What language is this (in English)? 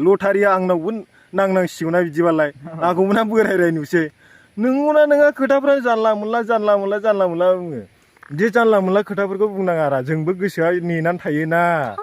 Bodo